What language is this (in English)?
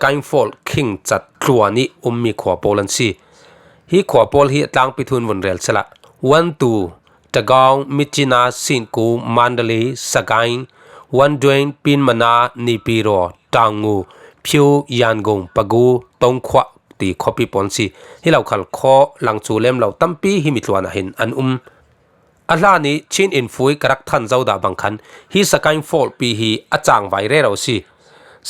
Falam Chin